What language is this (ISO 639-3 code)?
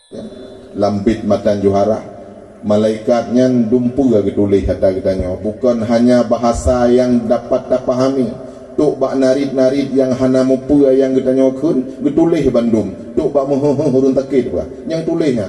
ace